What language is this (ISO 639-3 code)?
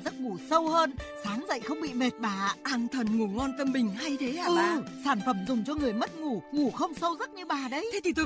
vie